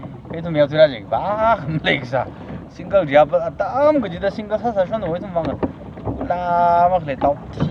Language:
Tangkhul Naga (India)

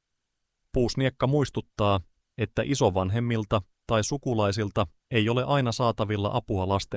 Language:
Finnish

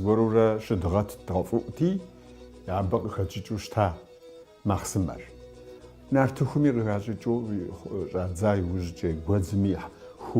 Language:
Kabardian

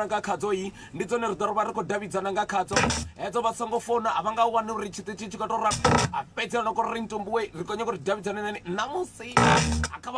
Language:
Venda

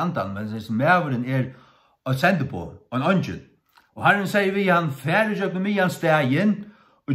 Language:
Faroese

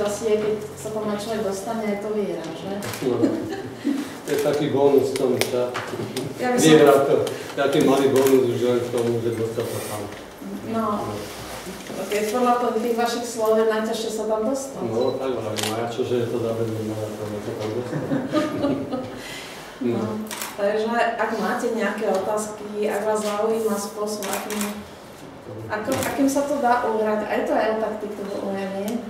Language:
Slovak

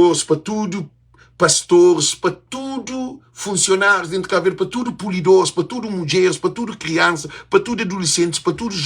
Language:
Kabuverdianu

